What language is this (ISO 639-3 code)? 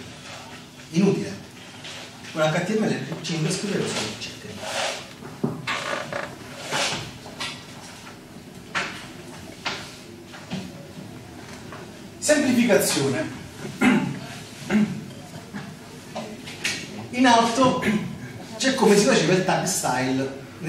ita